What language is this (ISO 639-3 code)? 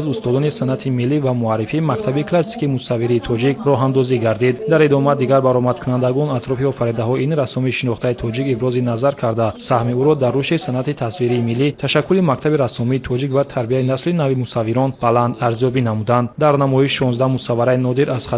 tgk